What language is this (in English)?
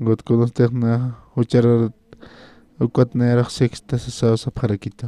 Aymara